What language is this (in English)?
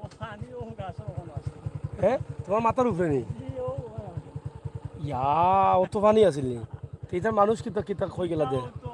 Sylheti